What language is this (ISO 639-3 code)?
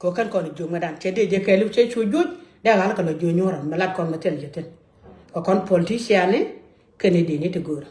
nus